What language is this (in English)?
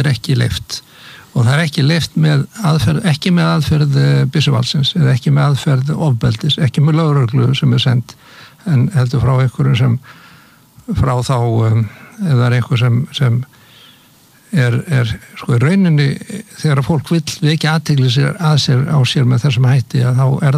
Icelandic